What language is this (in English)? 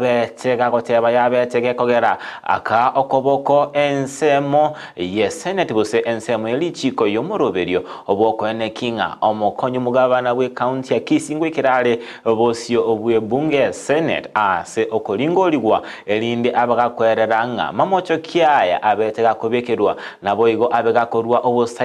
Gusii